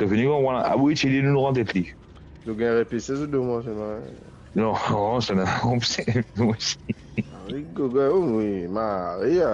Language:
Morisyen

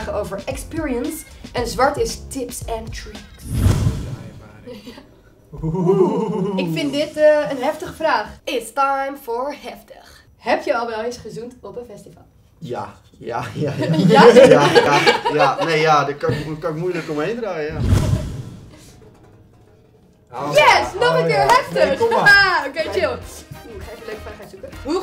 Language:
Dutch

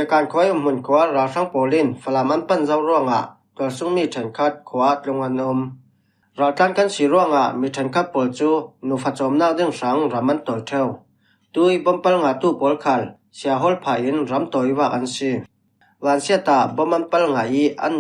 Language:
Falam Chin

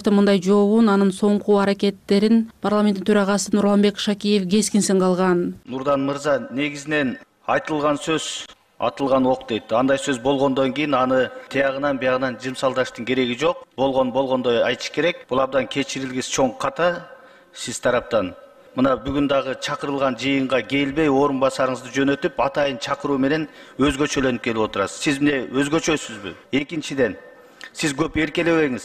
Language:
Kyrgyz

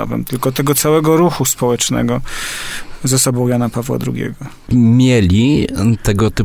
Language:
Polish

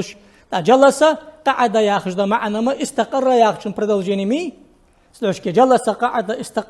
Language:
Ingush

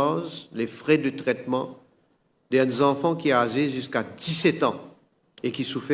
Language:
Morisyen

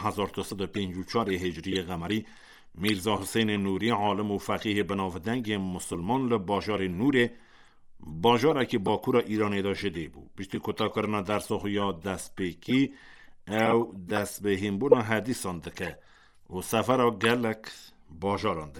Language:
Kurdish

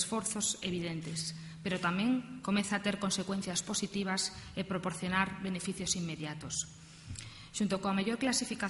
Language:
Galician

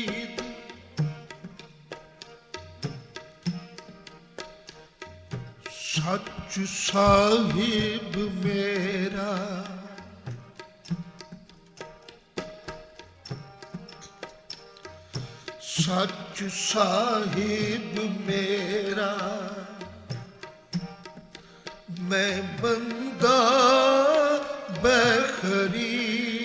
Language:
Punjabi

